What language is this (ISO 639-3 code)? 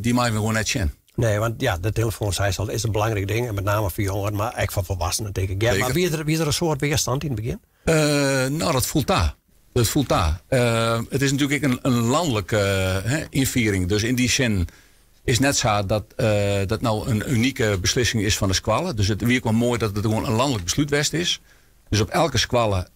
fry